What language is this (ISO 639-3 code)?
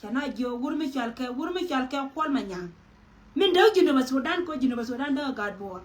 nus